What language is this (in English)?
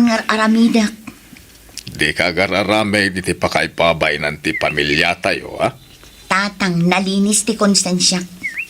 Iloko